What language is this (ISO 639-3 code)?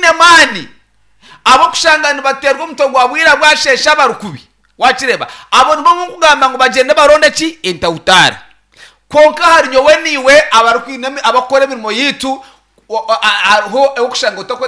nyn